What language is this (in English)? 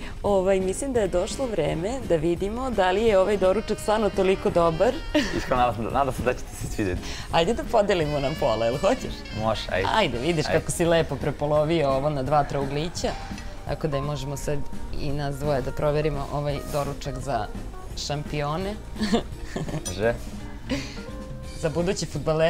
Serbian